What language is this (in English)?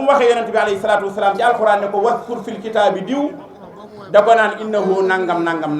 Wolof